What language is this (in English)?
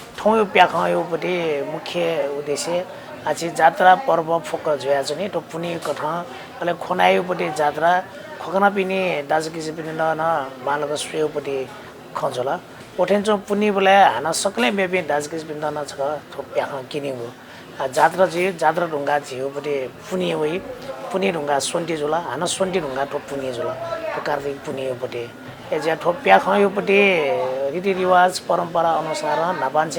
Newari